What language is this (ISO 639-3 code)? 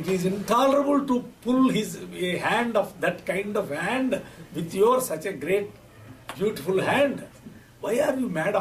san